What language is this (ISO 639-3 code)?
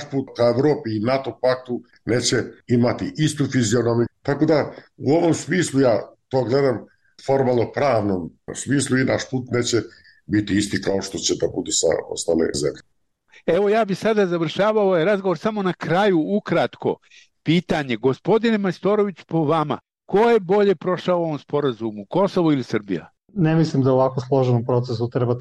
srp